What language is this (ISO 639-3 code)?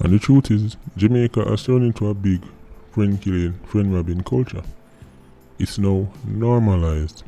jam